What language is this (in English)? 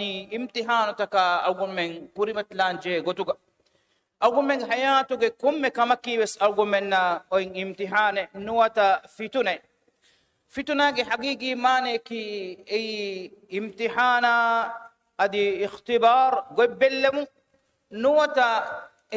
Divehi